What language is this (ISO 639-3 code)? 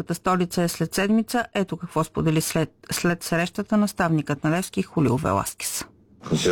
bul